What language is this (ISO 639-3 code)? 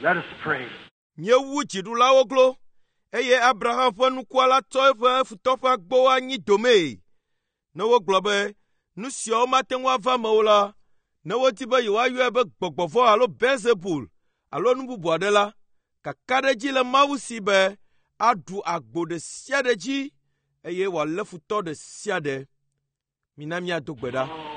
ewe